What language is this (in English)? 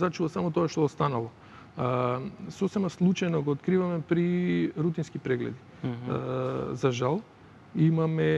Macedonian